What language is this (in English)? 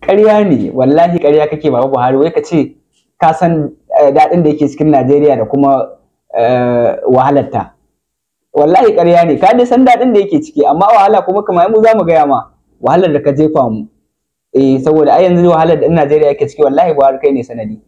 Hausa